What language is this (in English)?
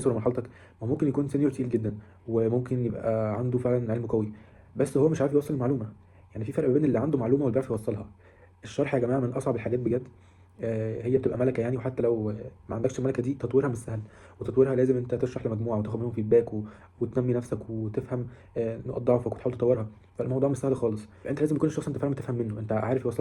Egyptian Arabic